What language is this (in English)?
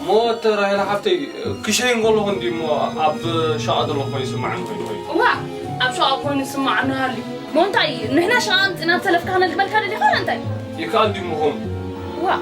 Tigrinya